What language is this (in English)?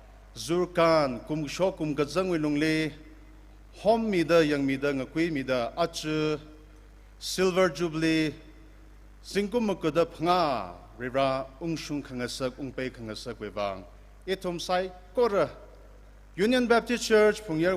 Tangkhul Naga (India)